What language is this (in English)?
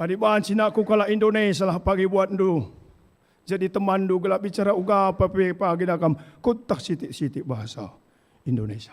Batak Karo